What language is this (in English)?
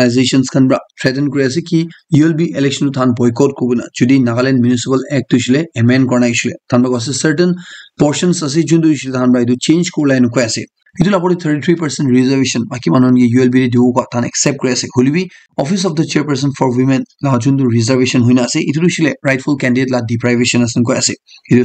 Naga Pidgin